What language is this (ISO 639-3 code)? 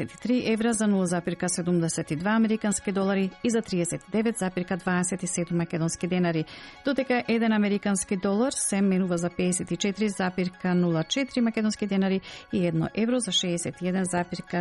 mkd